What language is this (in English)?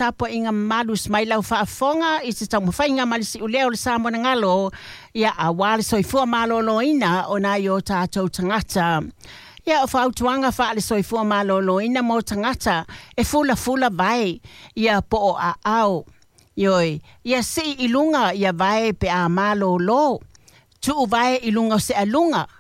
Samoan